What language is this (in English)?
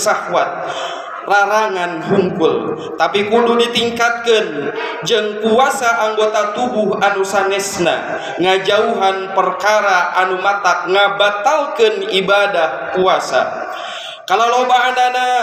Sundanese